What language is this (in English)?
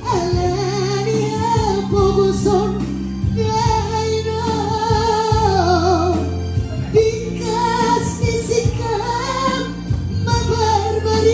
Batak Toba